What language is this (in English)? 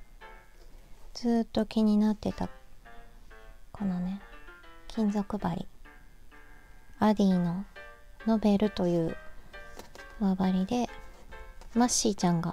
Japanese